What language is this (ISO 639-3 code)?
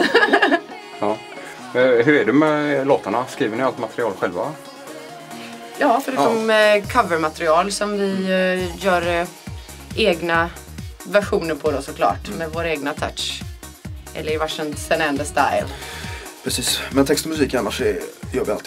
swe